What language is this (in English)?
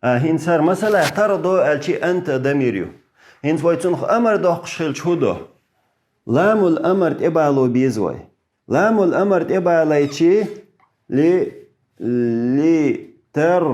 Chechen